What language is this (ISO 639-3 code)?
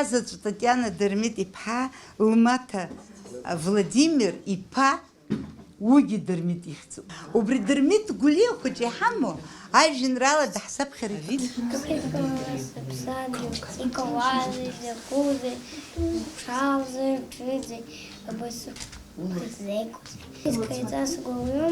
abk